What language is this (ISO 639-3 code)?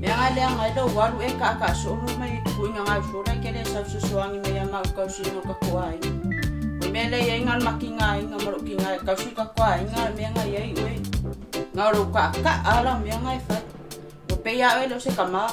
smo